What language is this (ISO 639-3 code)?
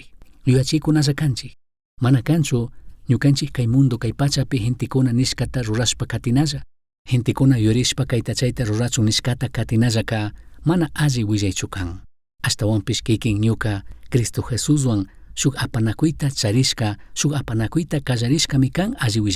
qug